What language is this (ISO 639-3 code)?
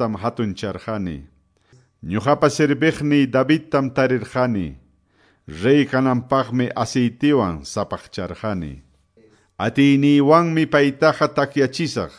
que